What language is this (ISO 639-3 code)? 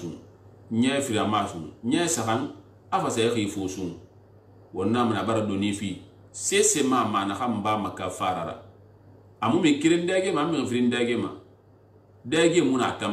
sus